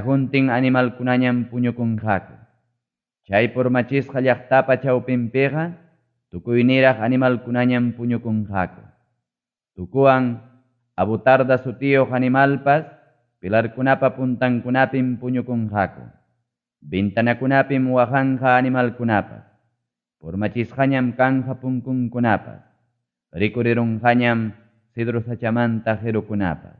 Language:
Ayacucho Quechua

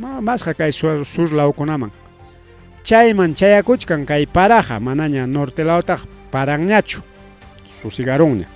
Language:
Ayacucho Quechua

